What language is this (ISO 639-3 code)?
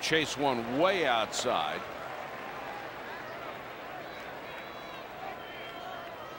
eng